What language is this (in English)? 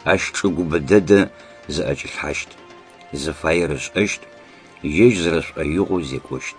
Adyghe